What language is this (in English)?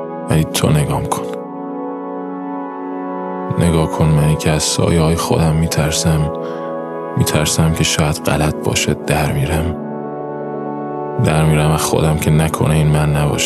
Persian